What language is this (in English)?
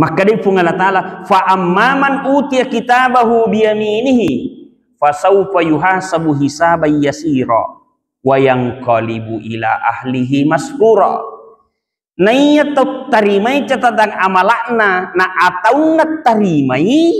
Buginese